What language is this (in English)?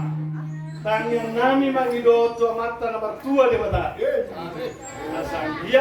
Batak Toba